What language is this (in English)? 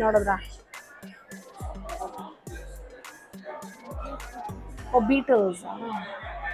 Kannada